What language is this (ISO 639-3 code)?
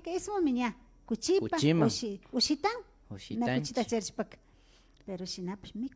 qvi